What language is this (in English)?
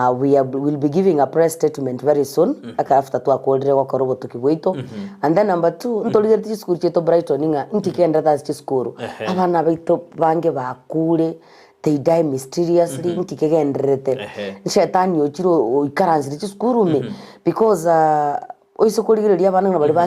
Gusii